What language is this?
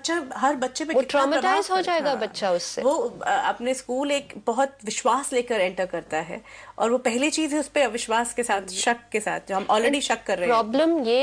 Hindi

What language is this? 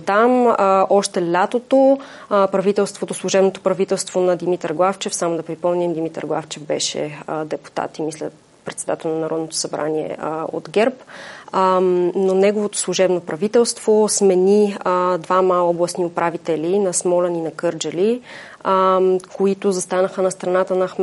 Bulgarian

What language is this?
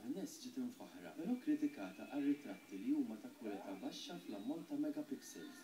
Maltese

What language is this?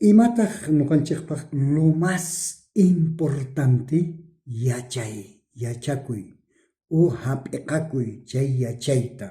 South Bolivian Quechua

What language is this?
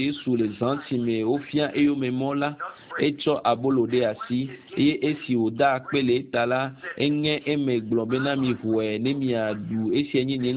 Ewe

